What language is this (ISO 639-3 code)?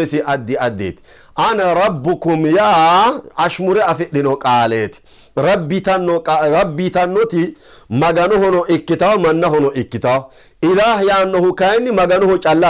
sid